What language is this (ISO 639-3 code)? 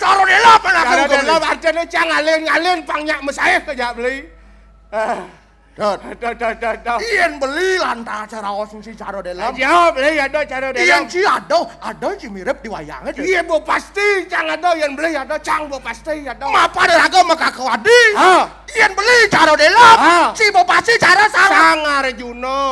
ban